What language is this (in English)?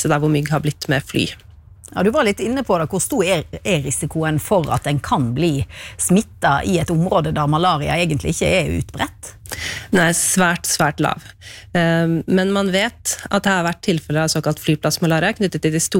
Norwegian